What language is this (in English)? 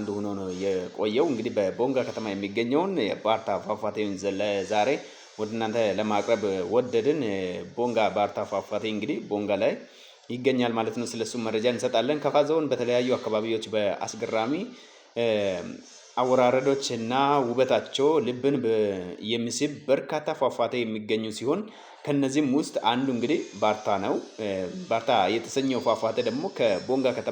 Amharic